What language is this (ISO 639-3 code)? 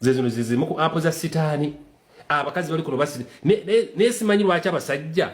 lug